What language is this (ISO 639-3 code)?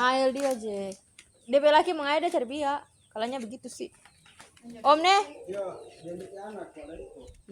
xmm